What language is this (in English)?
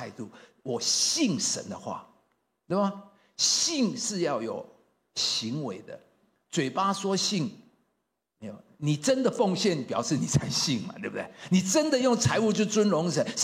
Chinese